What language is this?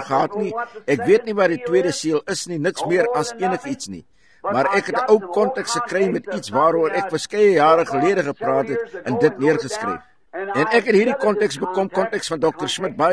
Afrikaans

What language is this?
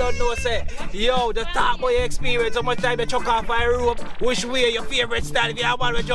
Jamaican Creole English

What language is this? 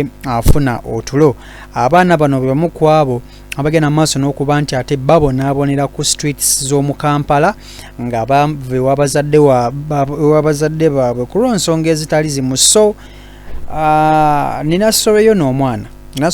Ganda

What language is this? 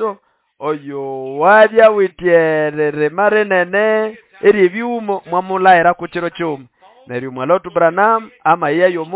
Nande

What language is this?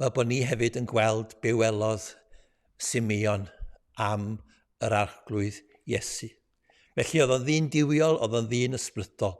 Welsh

